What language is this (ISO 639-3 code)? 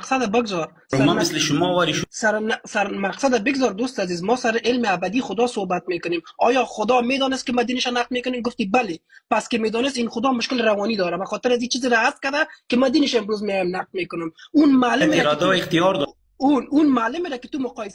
fas